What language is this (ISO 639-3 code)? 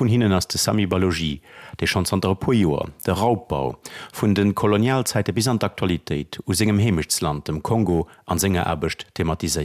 ltz